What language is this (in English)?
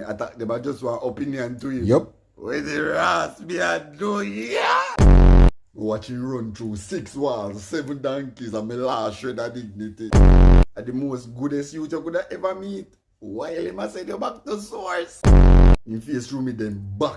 Jamaican Creole English